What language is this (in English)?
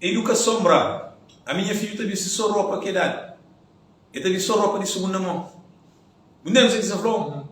Kabuverdianu